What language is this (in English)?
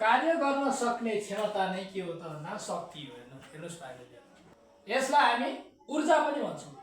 Nepali